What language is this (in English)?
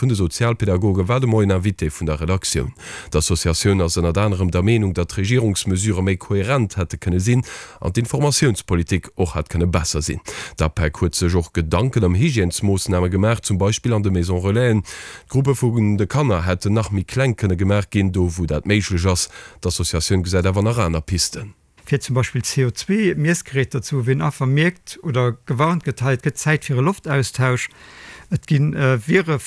Luxembourgish